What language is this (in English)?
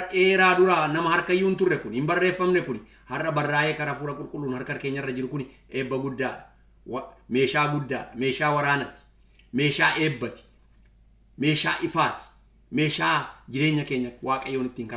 Oromo